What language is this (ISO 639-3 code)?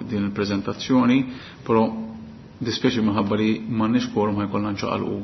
mlt